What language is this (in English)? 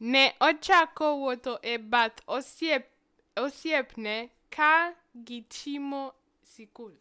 Luo (Kenya and Tanzania)